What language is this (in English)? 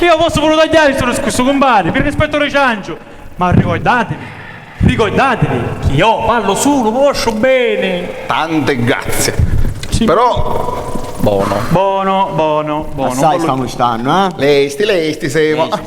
Sicilian